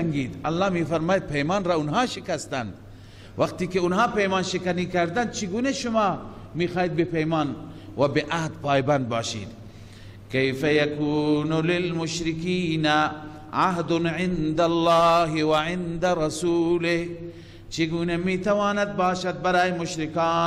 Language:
Persian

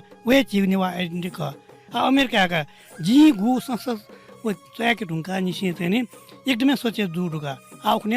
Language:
Newari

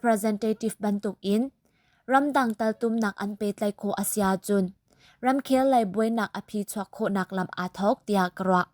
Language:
Hakha Chin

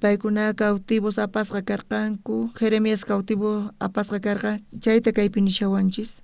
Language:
South Bolivian Quechua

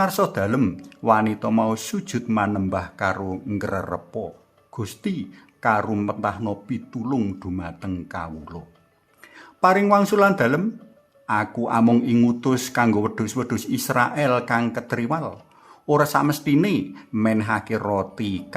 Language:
Javanese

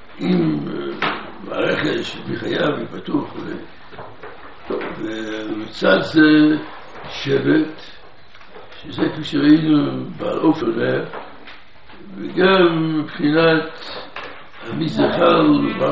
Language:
Hebrew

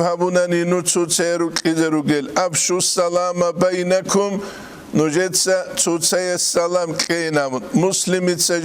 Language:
Avaric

